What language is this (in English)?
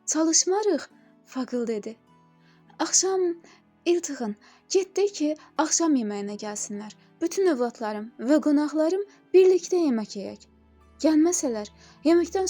Azerbaijani